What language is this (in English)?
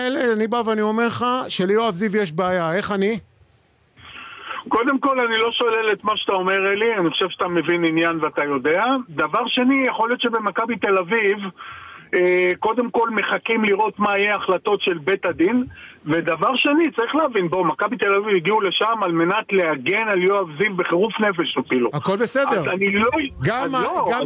Hebrew